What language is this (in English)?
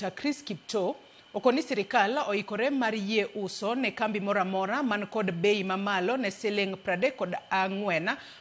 Luo (Kenya and Tanzania)